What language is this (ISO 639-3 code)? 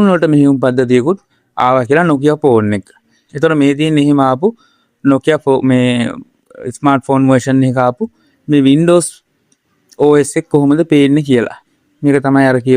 sin